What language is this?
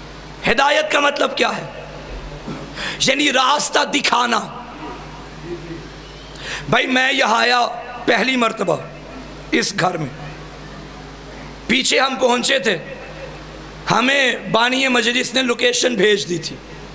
Urdu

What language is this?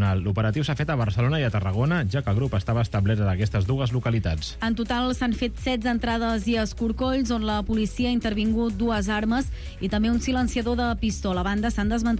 Catalan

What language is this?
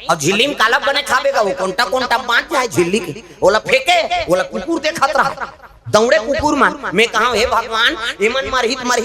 Chhattisgarhi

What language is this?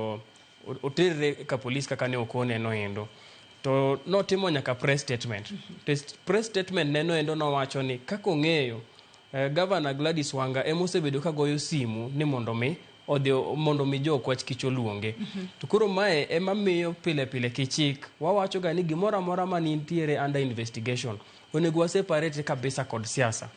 Luo (Kenya and Tanzania)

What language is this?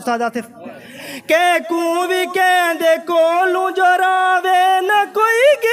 Saraiki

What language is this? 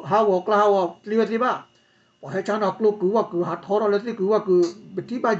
S'gaw Karen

